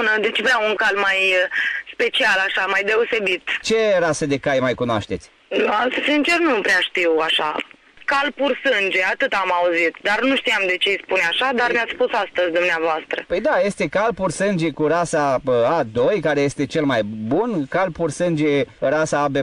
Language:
Romanian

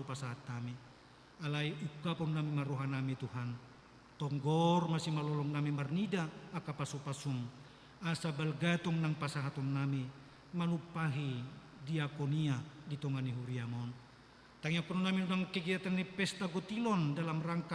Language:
Batak Toba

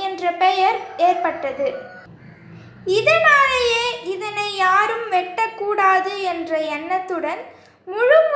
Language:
Tamil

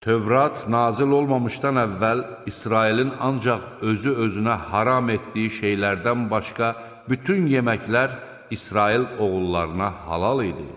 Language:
Azerbaijani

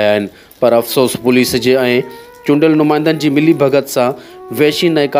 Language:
Sindhi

